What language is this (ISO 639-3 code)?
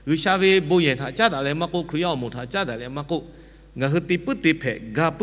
lhu